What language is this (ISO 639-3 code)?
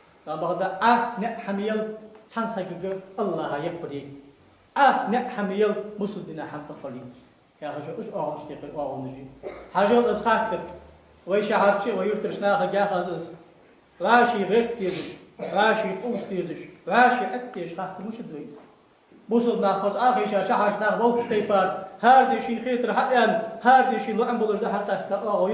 inh